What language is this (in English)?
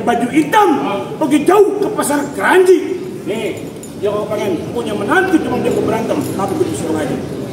Betawi